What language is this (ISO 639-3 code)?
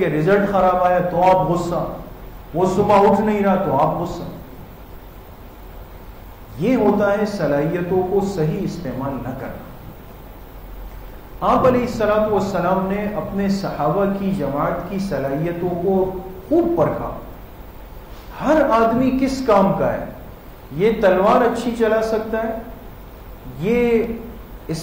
urd